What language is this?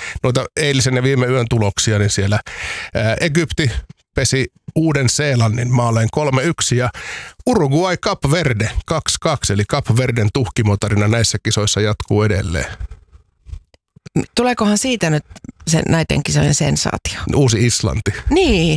Finnish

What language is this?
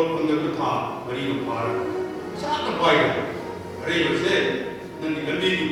Manipuri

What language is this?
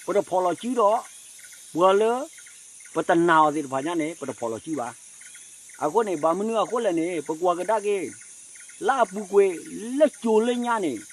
S'gaw Karen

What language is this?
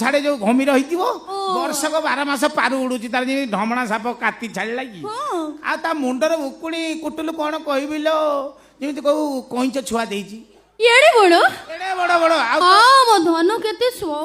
Odia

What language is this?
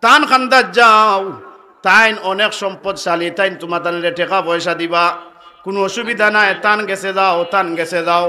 Sylheti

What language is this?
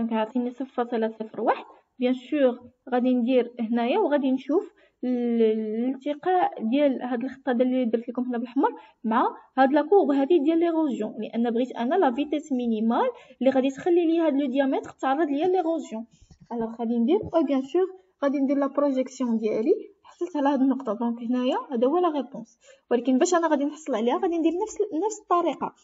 Moroccan Arabic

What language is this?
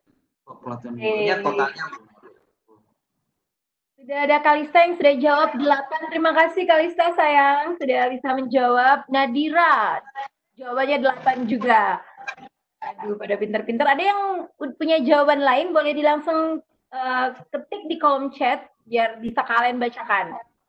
Indonesian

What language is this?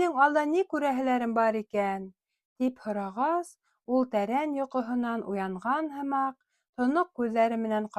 Bashkir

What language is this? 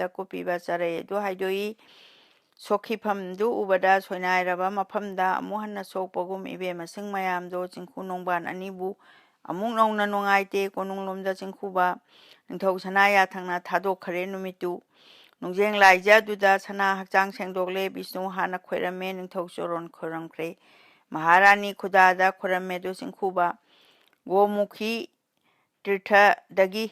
Manipuri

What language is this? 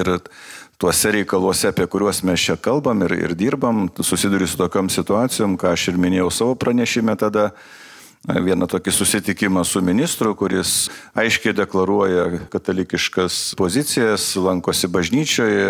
Lithuanian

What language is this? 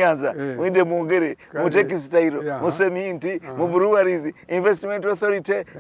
Soga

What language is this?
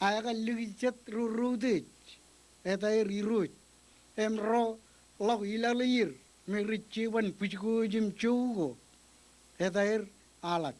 Marshallese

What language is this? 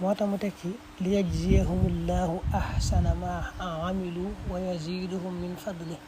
Wolof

